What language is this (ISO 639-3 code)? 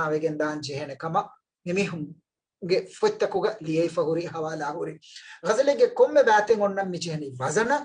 div